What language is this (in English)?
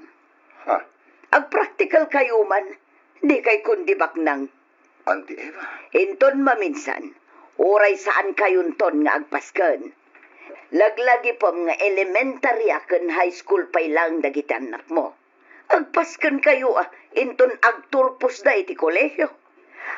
Iloko